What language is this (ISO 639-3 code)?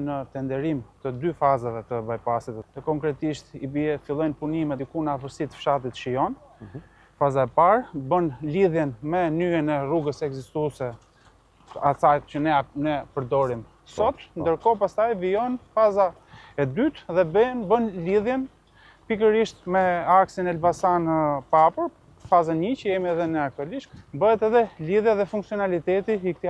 sqi